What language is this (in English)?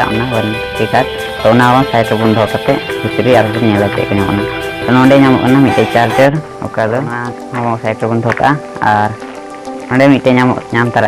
Santali